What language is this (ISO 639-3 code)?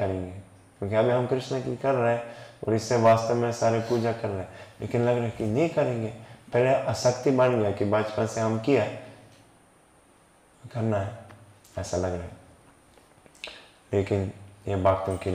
hin